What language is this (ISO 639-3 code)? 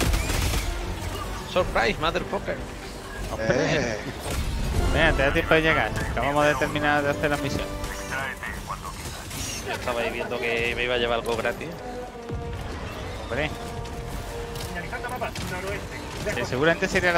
spa